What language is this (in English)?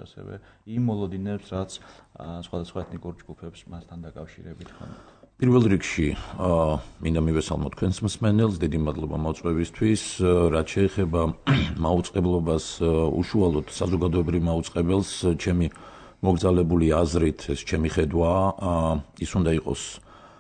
Georgian